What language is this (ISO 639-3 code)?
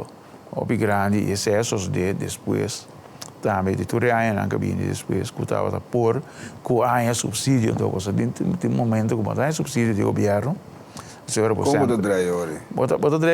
pap